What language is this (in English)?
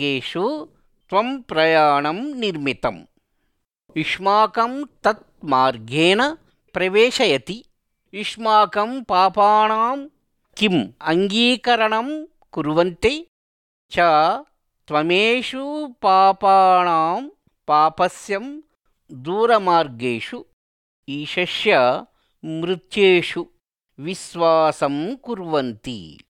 Sanskrit